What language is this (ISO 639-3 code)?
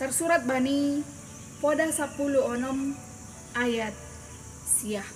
bts